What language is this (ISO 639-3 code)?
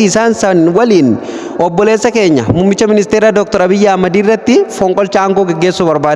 orm